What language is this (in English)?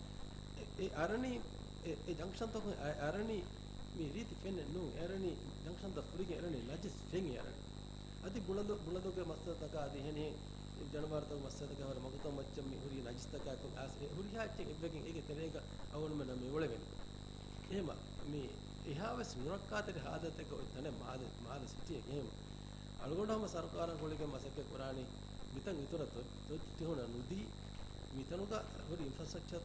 Divehi